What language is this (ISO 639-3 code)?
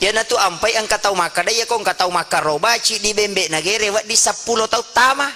bug